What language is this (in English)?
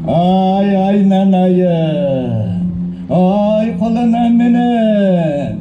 Bashkir